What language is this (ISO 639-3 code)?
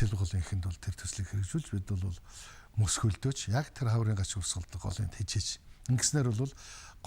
mon